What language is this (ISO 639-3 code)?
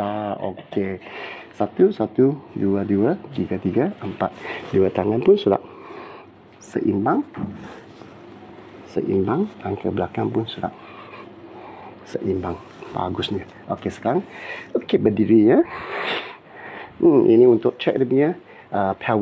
msa